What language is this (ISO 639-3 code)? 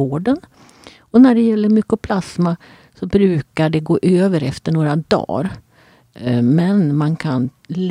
swe